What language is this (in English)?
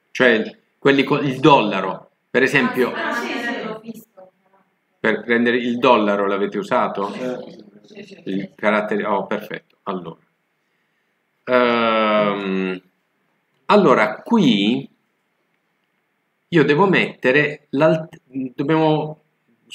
Italian